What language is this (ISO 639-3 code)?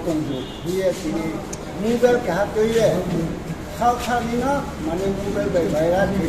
ria